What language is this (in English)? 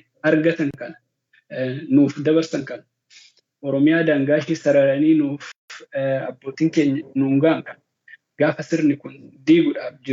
Oromo